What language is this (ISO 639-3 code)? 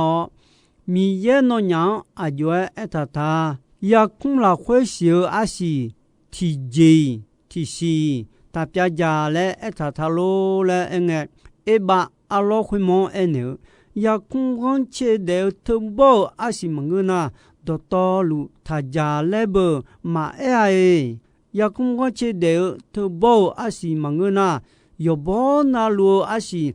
ahk